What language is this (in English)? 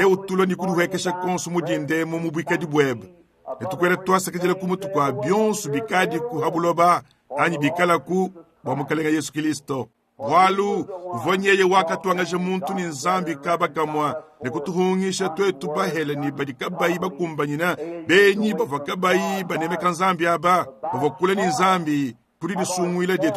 Luba-Lulua